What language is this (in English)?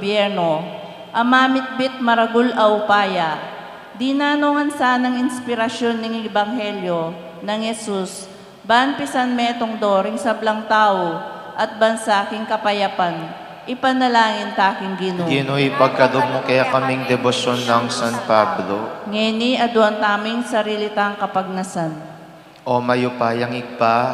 Pampanga